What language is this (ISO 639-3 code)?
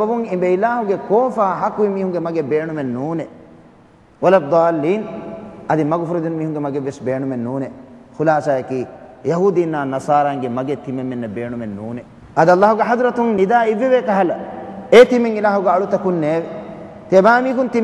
div